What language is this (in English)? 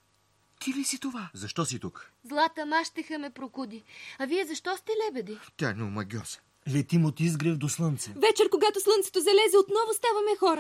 Bulgarian